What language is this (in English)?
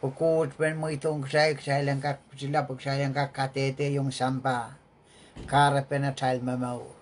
Pohnpeian